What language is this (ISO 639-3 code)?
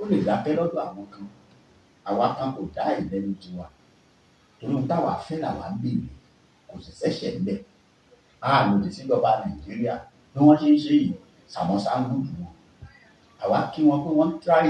yor